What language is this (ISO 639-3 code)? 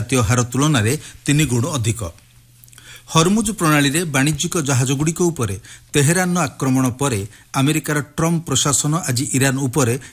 ori